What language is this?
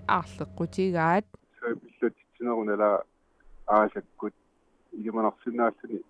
Kalaallisut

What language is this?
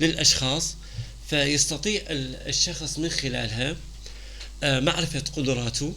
North Levantine Arabic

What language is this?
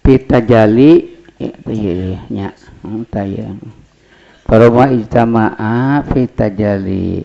Sundanese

